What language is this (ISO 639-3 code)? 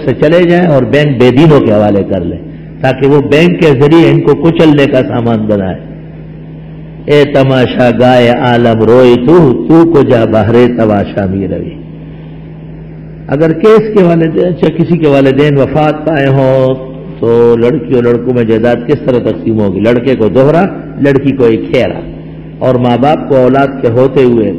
urd